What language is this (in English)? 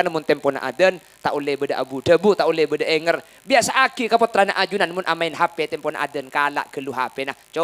Madurese